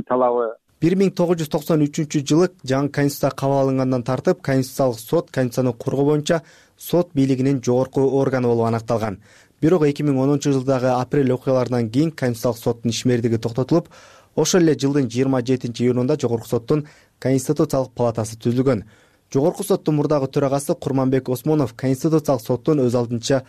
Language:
Kyrgyz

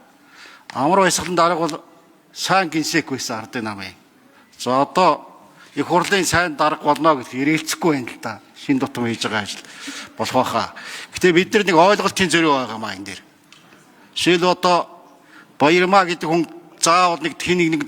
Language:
Mongolian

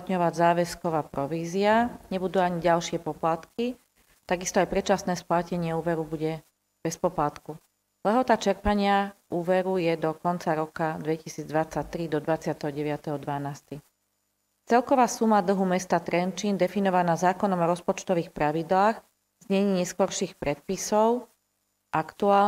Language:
Slovak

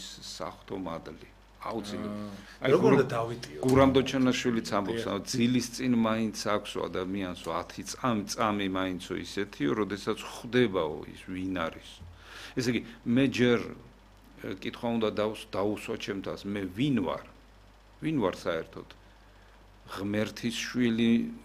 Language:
Georgian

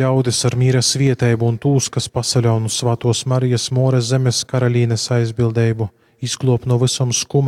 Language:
Latgalian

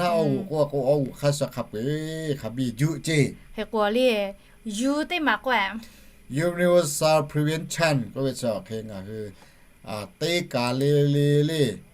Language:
Lahu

